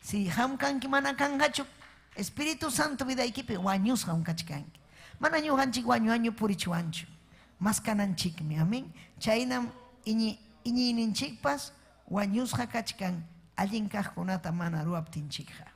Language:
Ayacucho Quechua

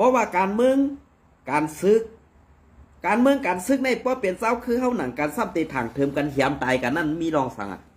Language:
Shan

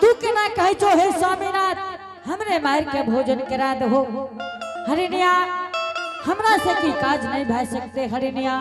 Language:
Angika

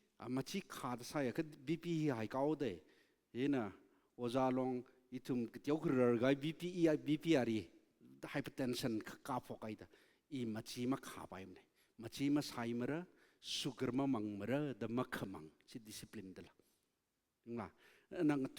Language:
Tangkhul Naga (India)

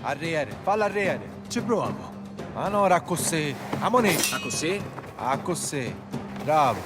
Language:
Sicilian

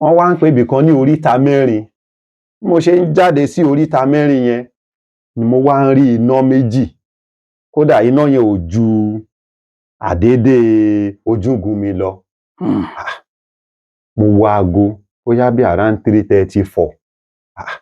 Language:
Yoruba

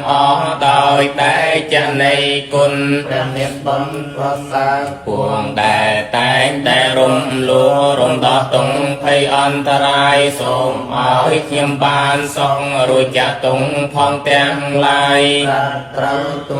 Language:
Khmer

